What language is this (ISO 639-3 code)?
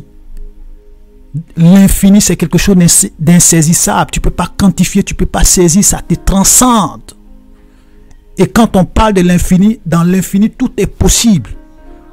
fra